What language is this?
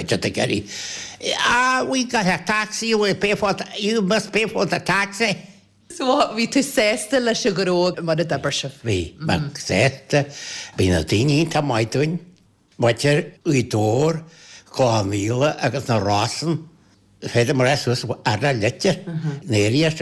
Irish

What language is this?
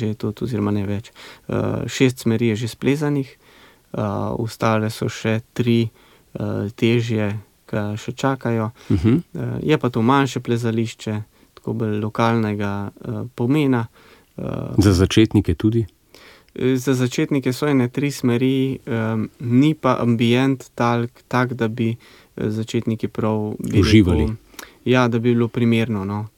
Slovenian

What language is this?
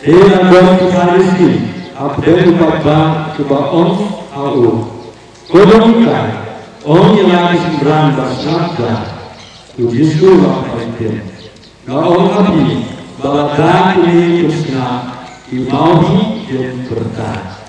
Khasi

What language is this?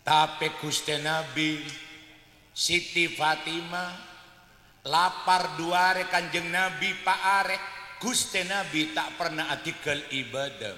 Madurese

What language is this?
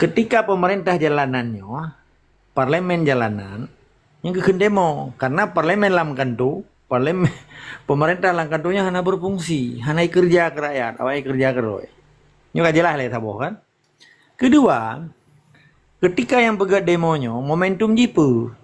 Achinese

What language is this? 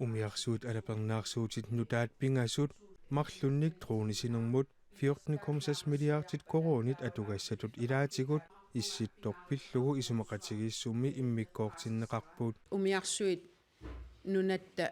Kalaallisut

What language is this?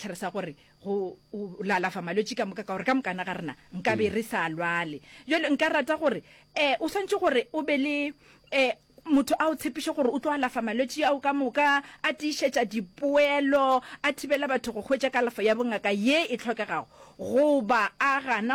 Northern Sotho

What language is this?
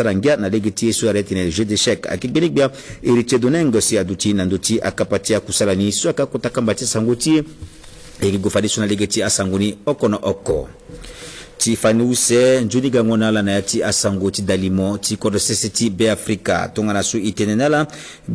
Sango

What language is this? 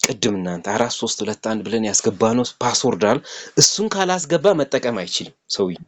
Amharic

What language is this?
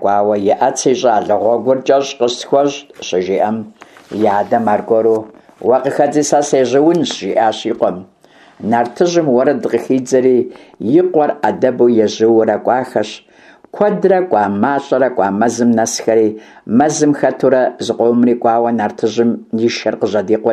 Kabardian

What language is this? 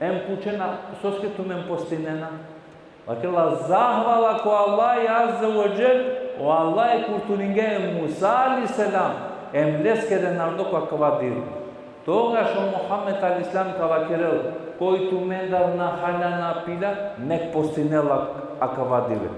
Balkan Romani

